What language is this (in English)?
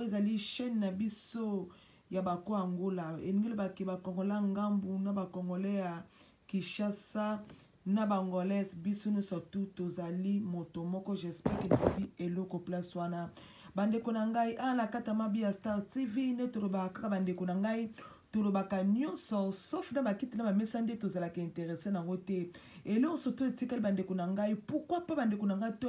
Lingala